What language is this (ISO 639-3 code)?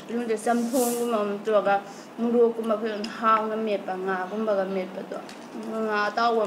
mni